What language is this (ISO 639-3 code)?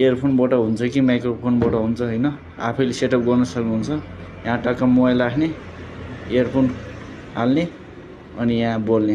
nep